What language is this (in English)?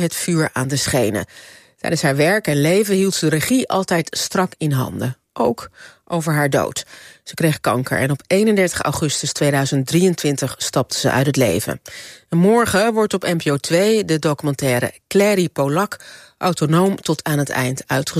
Dutch